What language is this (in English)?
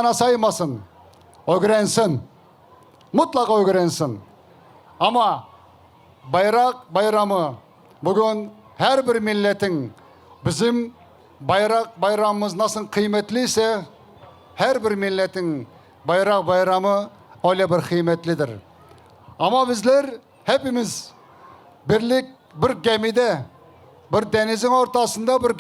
Crimean Tatar